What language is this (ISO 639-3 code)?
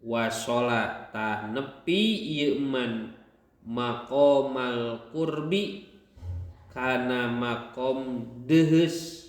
sun